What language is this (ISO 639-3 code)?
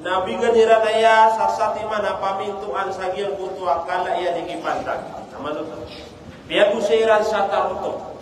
mrw